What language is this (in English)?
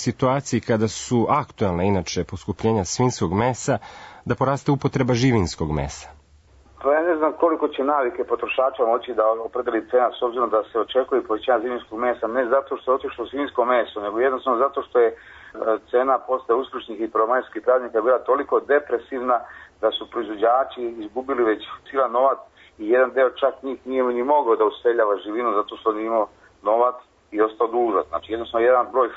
Serbian